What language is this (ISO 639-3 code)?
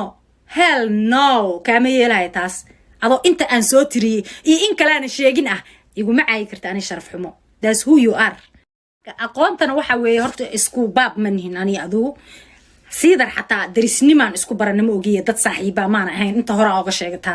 som